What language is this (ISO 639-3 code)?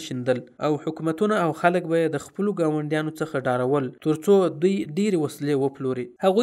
pus